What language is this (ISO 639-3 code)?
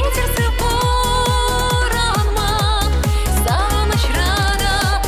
chv